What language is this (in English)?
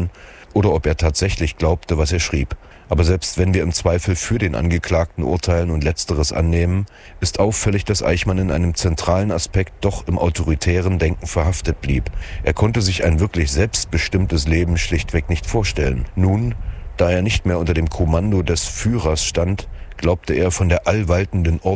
German